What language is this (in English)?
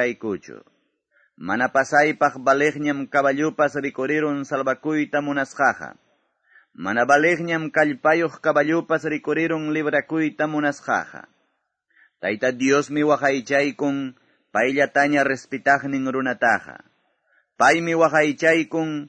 Ayacucho Quechua